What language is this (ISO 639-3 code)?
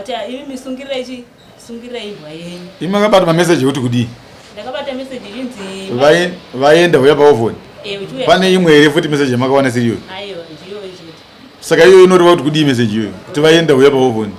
sna